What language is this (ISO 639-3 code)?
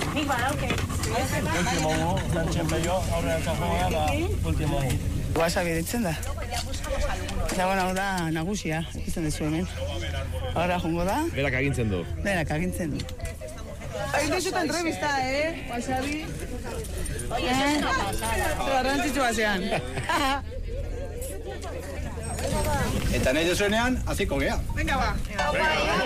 eus